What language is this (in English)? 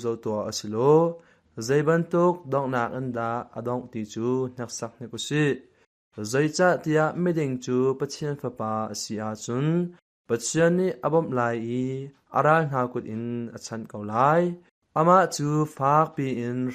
Hakha Chin